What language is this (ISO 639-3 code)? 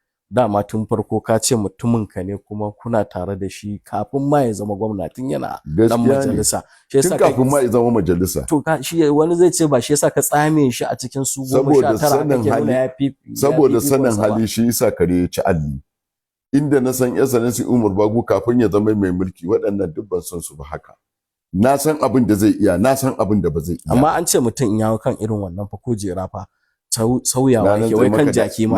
hau